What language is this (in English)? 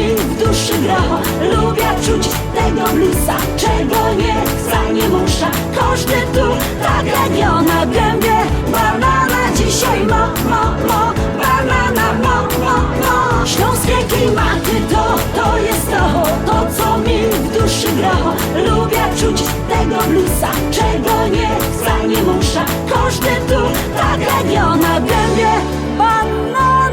Silesian